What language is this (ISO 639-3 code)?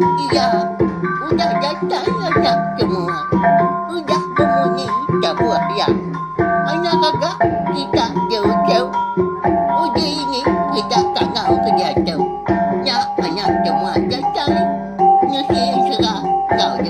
iba